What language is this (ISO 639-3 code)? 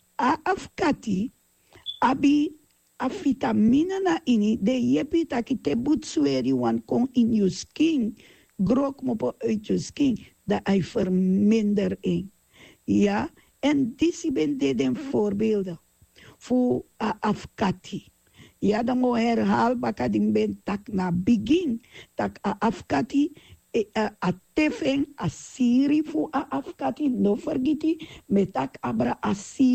srn